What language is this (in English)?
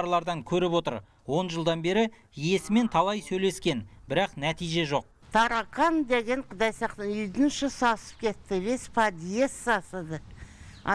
Kazakh